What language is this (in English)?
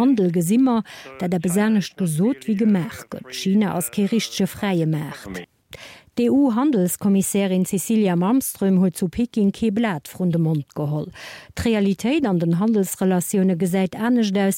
Luxembourgish